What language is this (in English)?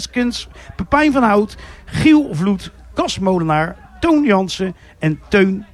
Dutch